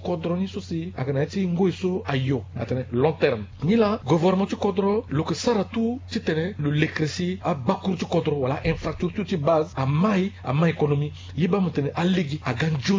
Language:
Sango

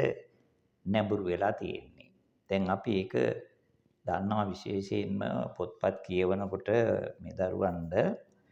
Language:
Sinhala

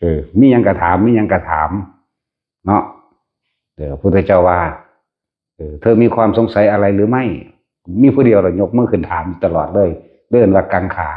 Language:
Northeastern Thai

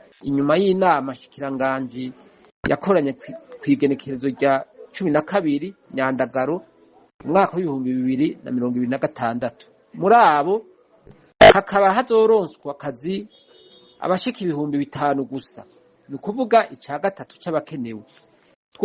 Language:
Rundi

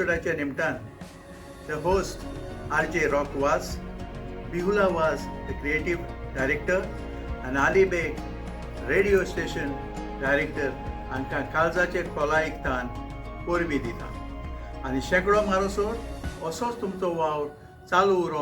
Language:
Konkani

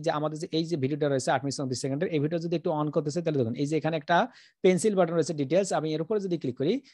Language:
Bangla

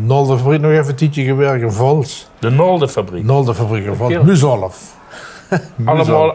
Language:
Limburgish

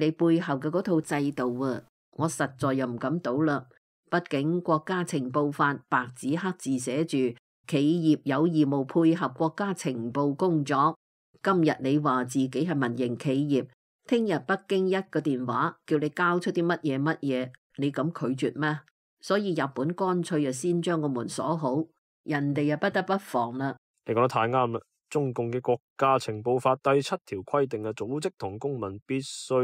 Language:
Cantonese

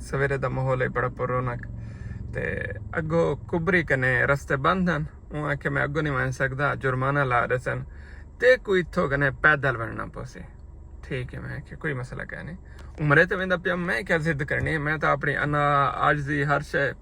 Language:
Saraiki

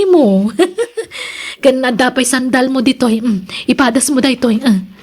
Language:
Iloko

